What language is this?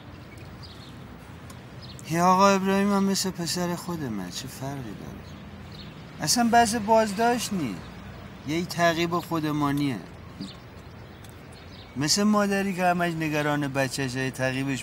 Persian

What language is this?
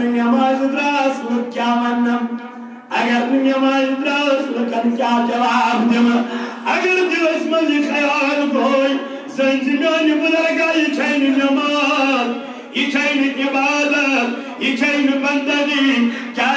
Kashmiri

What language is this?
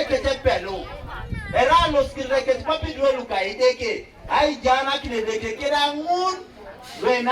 Teso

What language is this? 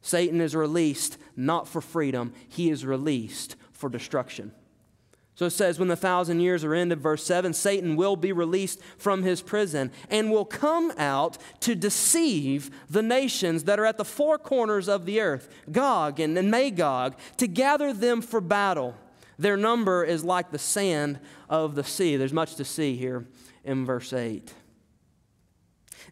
English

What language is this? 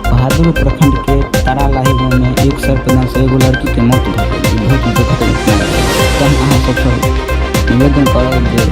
Maithili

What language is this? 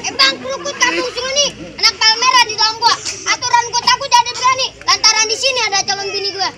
Betawi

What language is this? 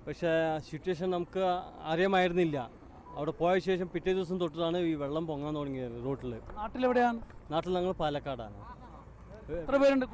Malayalam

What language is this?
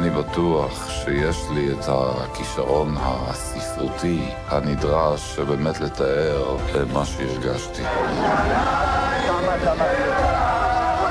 Hebrew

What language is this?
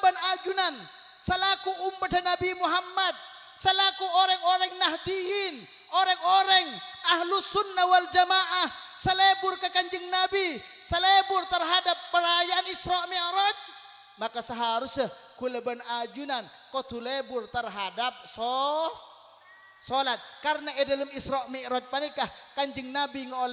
Madurese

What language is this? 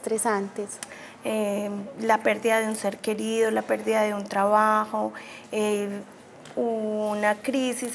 Spanish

